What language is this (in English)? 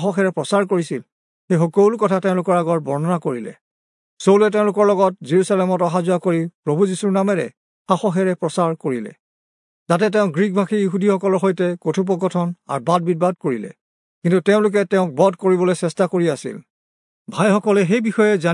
Assamese